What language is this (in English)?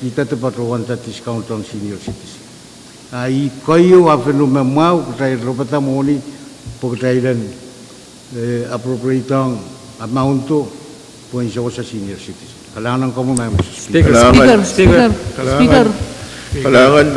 Pohnpeian